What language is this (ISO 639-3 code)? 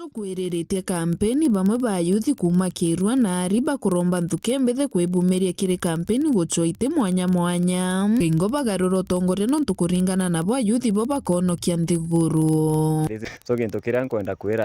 mer